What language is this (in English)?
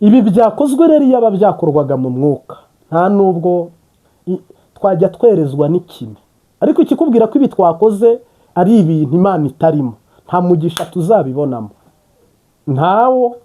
Kinyarwanda